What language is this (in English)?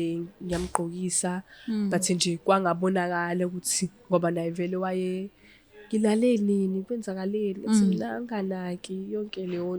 Zulu